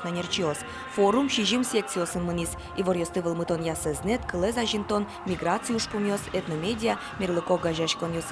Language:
Udmurt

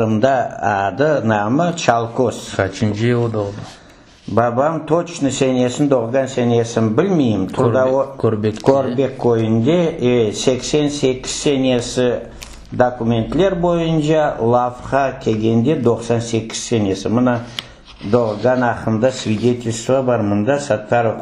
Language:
Crimean Tatar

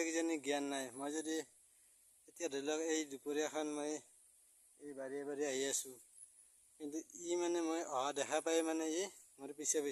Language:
Assamese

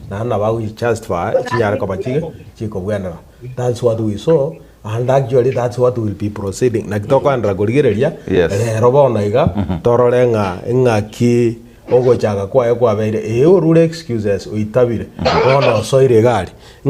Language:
Gusii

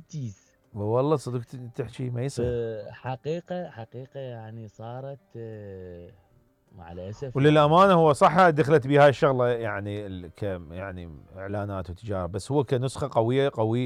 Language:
Mesopotamian Arabic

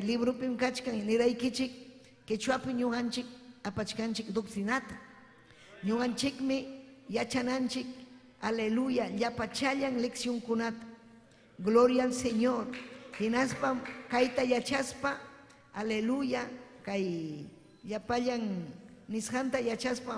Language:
Ayacucho Quechua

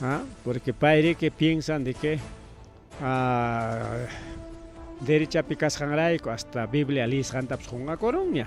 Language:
Ayacucho Quechua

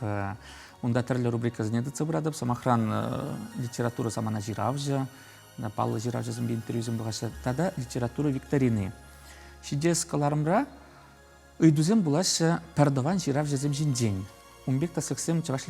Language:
Chuvash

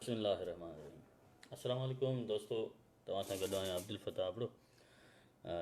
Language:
Sindhi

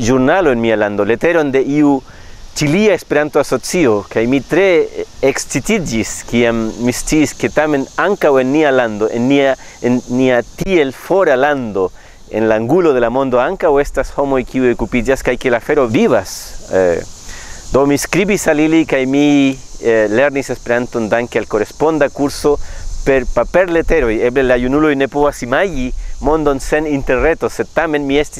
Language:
Esperanto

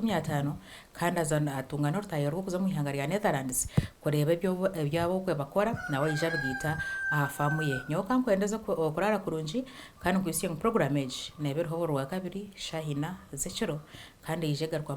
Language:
Nyankole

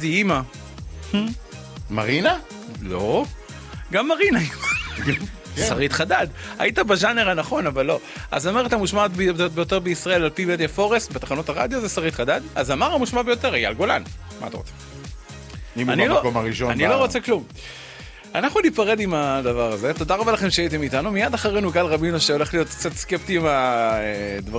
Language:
Hebrew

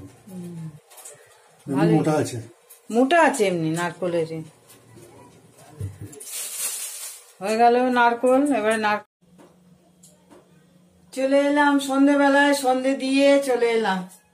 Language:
Bangla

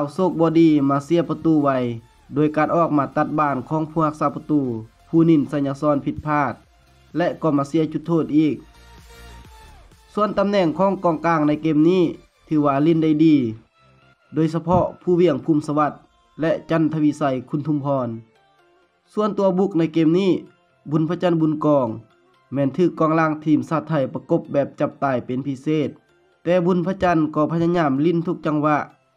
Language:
Thai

